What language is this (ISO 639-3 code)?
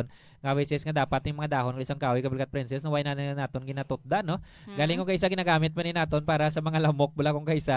hil